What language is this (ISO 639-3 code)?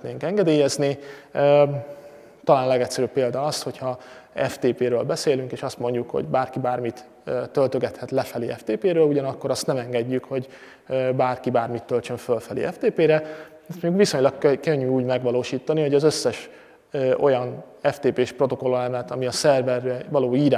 hun